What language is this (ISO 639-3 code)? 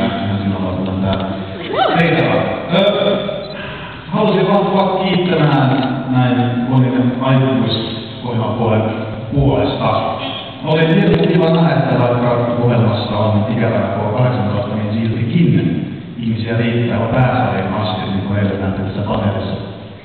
fin